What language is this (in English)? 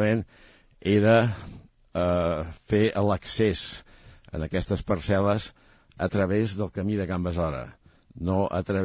Catalan